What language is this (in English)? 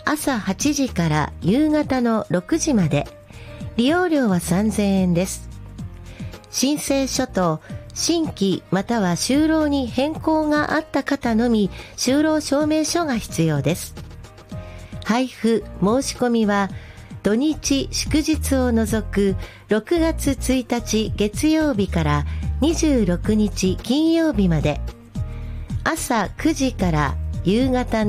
Japanese